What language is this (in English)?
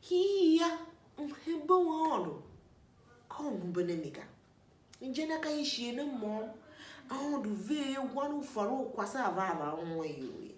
Tiv